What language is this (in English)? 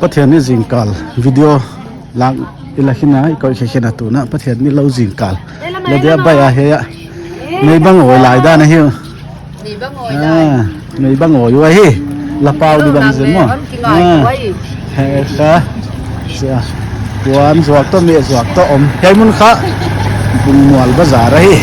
Paite Chin